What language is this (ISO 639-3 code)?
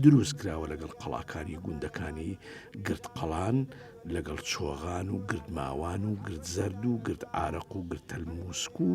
ckb